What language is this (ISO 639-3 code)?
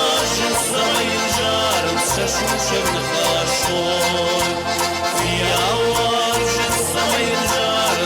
oss